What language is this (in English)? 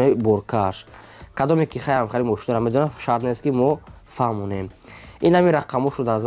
Tajik